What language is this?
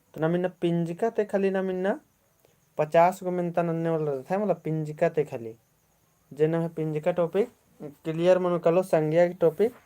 Kurukh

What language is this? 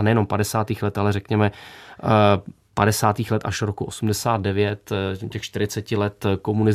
Czech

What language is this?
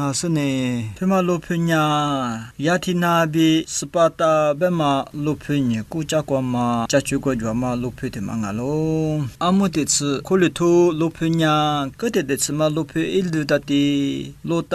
Lisu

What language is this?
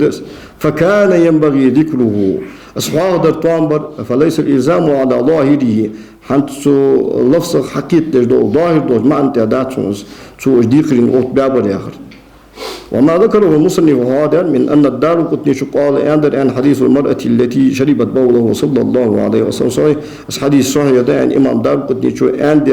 Ingush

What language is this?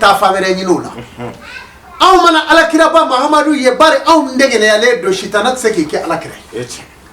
Bambara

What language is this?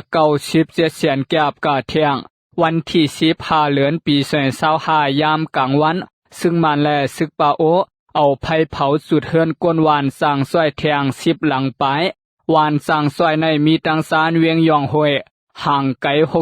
Lao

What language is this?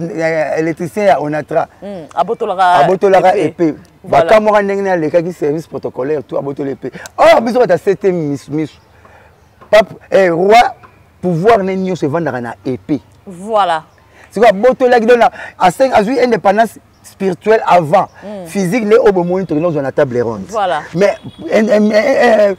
Lingala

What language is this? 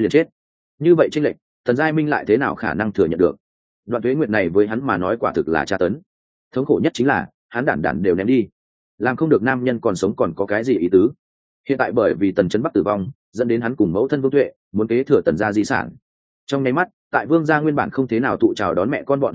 Vietnamese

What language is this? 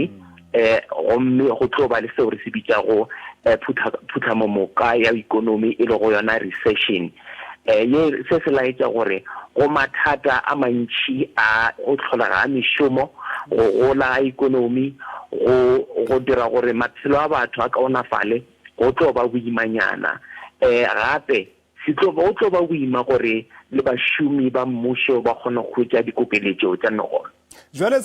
Tswana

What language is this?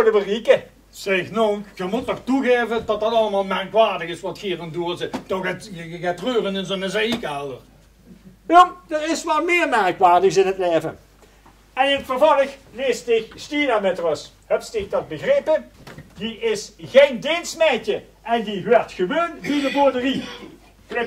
Limburgish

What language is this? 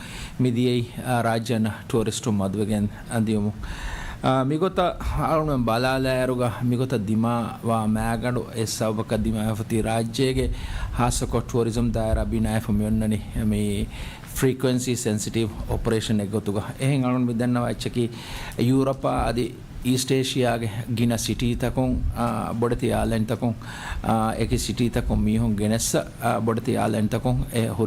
Divehi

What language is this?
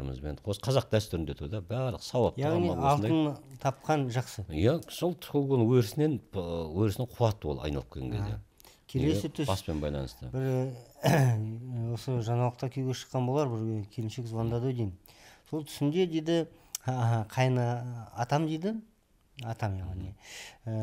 Kazakh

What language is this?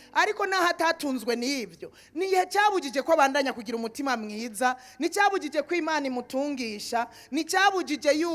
Rundi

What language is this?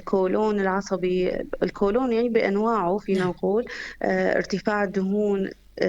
North Levantine Arabic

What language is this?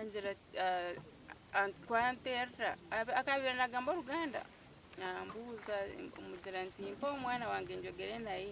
Nyankole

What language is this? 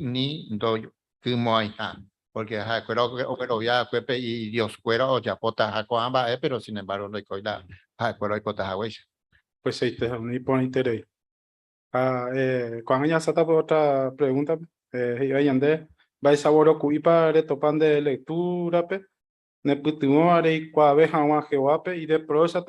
Guarani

